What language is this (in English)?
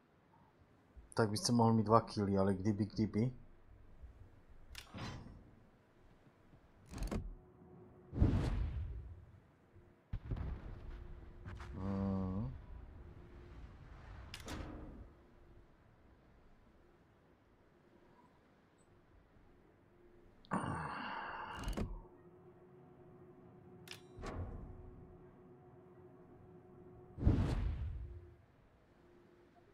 Czech